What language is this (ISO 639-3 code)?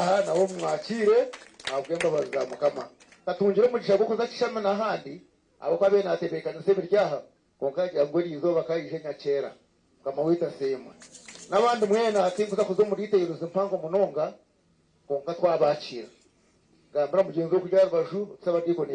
nyn